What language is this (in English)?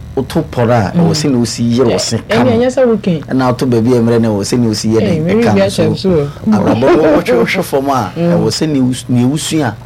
Akan